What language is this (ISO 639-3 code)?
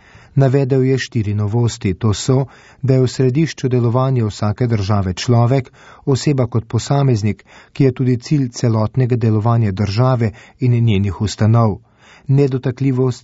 slv